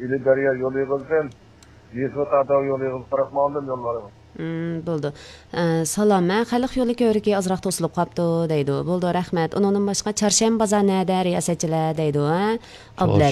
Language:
Uyghur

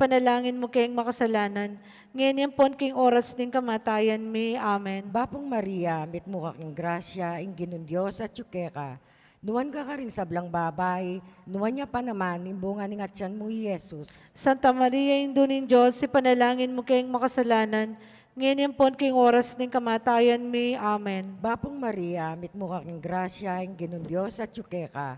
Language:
Pampanga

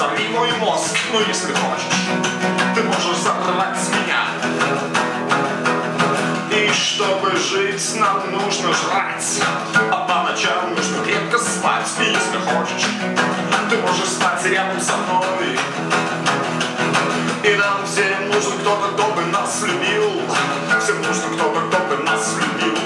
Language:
Russian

